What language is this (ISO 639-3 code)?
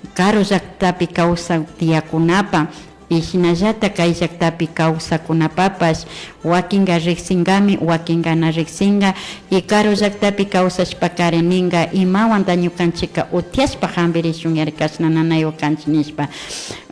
qvi